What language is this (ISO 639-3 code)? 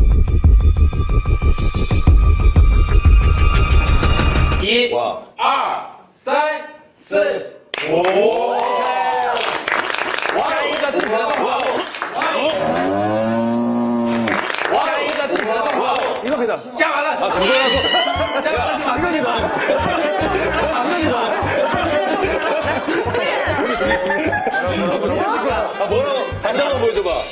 zho